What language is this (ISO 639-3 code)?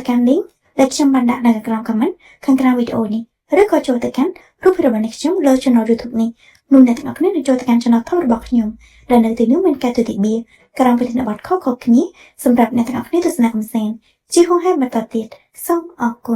khm